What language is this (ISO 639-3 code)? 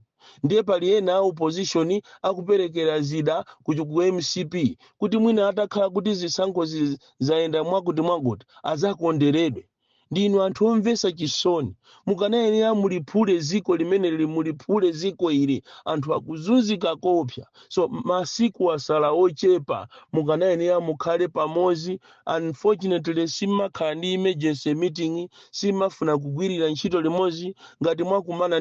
nya